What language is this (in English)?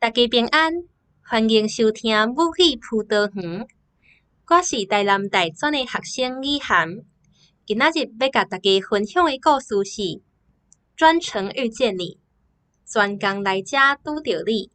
Min Nan Chinese